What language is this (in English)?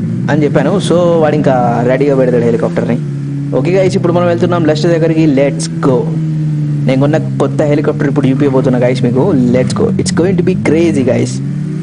Telugu